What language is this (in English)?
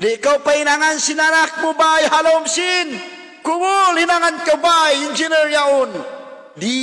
Tausug